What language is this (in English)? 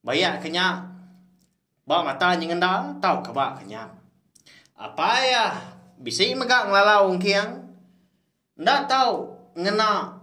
Iban